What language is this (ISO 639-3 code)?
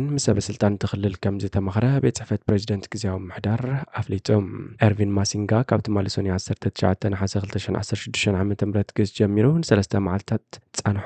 tir